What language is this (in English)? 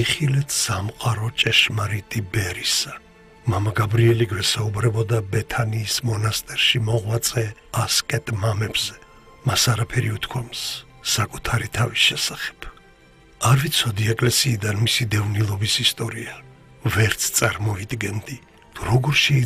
Georgian